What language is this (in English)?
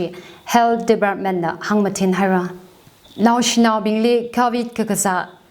Tangkhul Naga (India)